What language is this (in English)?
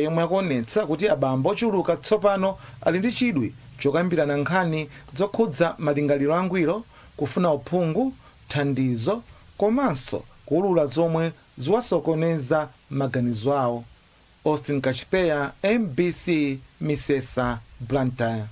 Nyanja